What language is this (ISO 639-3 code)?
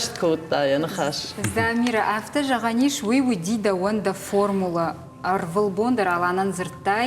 oss